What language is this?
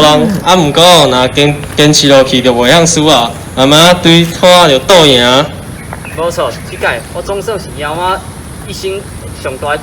Min Nan Chinese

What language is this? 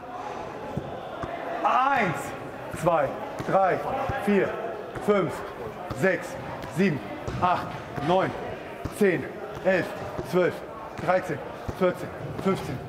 German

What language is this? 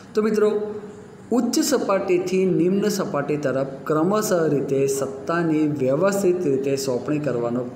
Gujarati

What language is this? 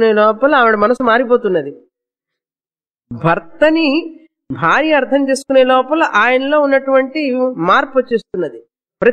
Telugu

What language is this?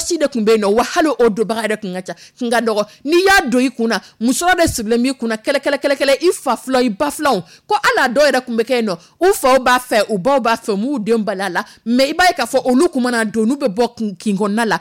Dyula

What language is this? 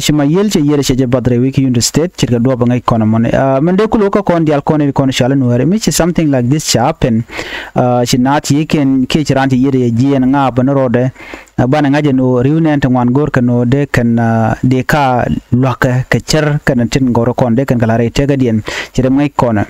Nuer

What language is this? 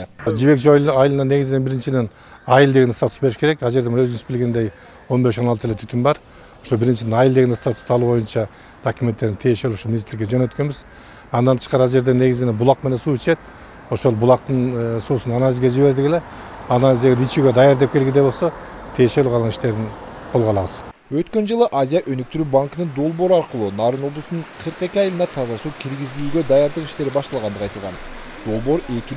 Kyrgyz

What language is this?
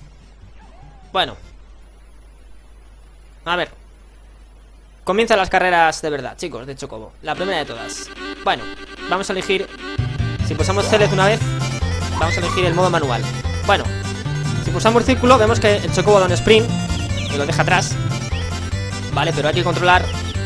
Spanish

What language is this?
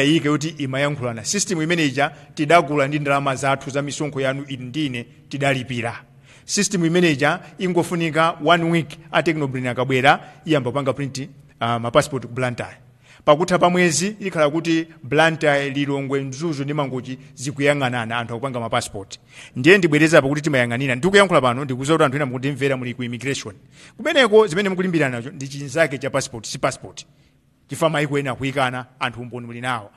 Nyanja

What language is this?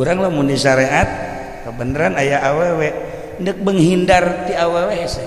Sundanese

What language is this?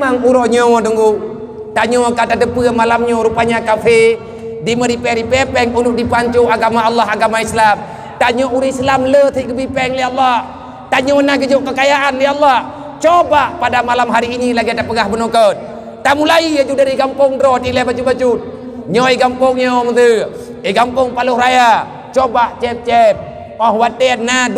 Achinese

